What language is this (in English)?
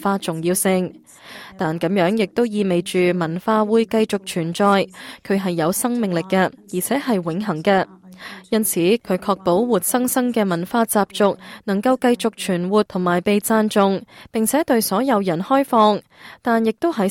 Cantonese